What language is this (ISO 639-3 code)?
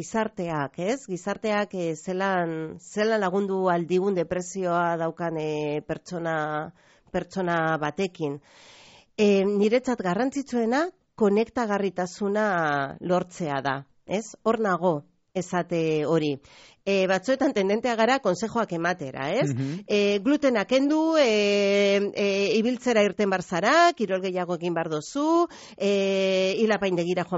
eus